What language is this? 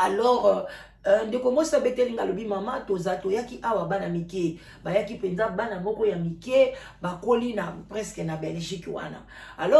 Lingala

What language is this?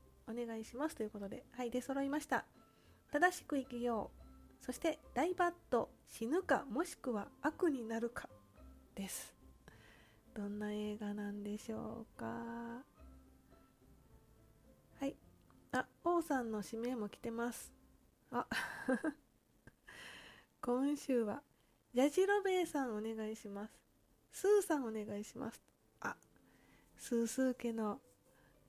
Japanese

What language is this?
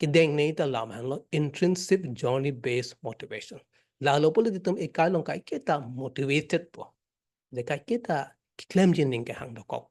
Karbi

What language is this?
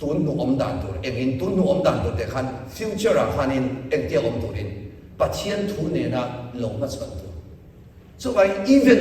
Mizo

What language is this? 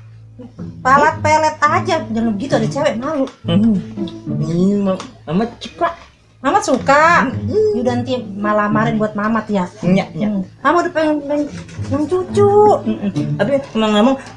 Betawi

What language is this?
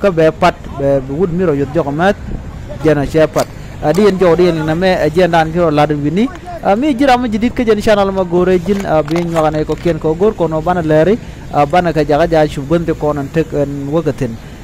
Nuer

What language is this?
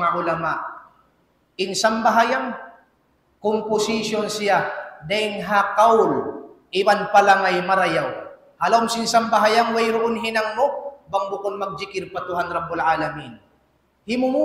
Tausug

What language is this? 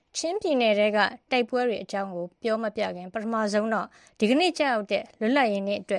Burmese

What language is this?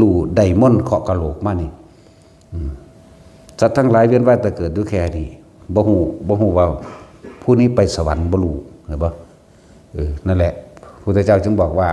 Northeastern Thai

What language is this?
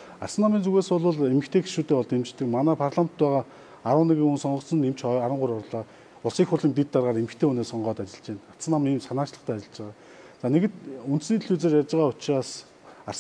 Mongolian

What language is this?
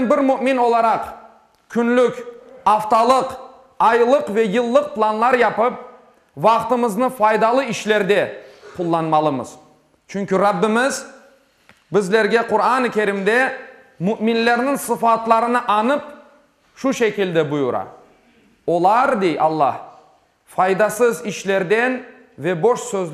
Crimean Tatar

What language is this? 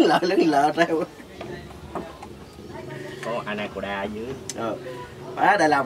Vietnamese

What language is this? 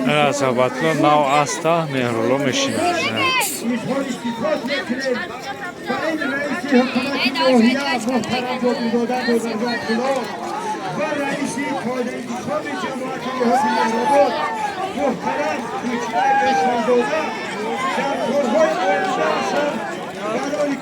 Tajik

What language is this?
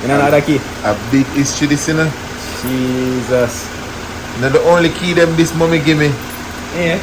Jamaican Creole English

